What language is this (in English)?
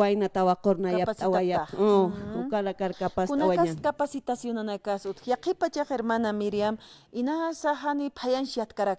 Aymara